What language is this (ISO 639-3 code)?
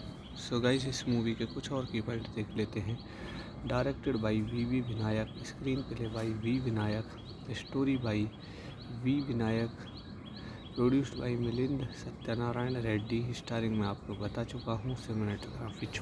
hin